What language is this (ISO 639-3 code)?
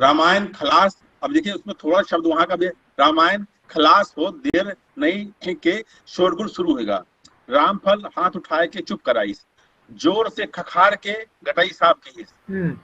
awa